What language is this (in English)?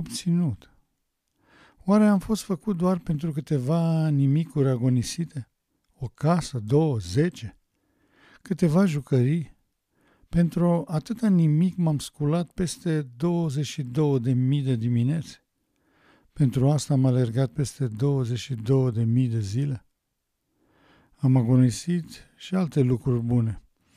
Romanian